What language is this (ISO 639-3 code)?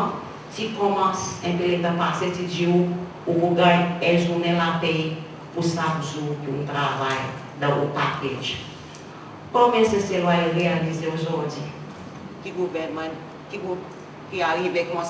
crs